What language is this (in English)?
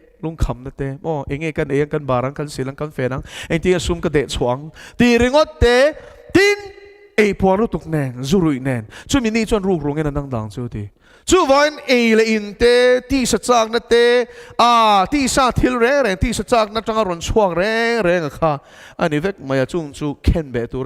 Mizo